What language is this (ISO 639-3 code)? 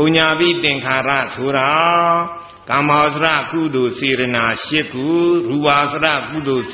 mya